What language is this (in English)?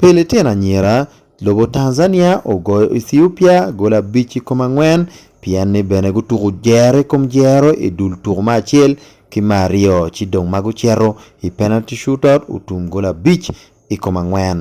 Acoli